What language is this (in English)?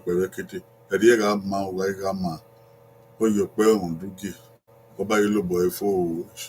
Bini